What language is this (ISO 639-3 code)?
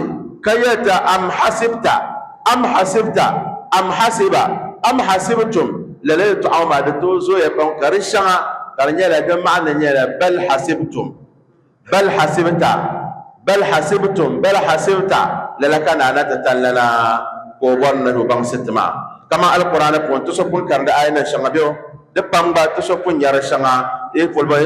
dag